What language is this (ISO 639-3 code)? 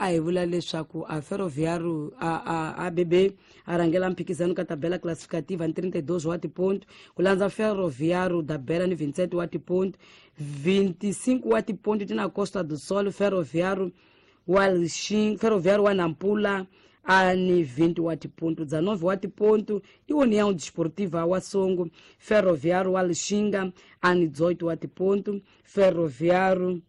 tso